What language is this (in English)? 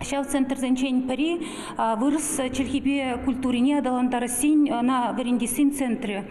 Chuvash